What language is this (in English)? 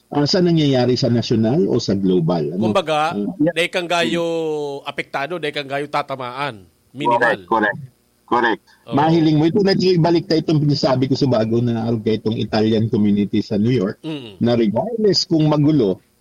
Bikol